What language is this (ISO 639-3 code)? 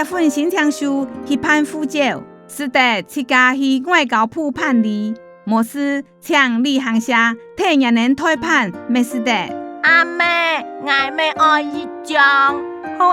hak